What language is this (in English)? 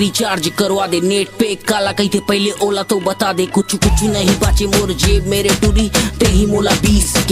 Chhattisgarhi